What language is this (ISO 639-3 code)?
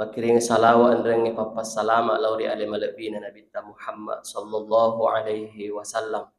bug